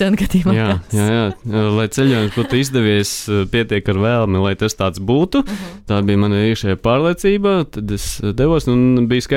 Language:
Latvian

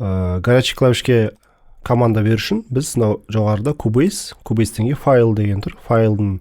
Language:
Kazakh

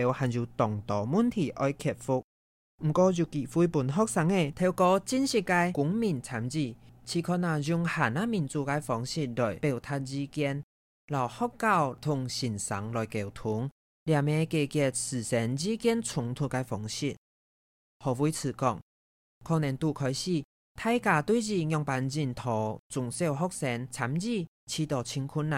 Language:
Hakka Chinese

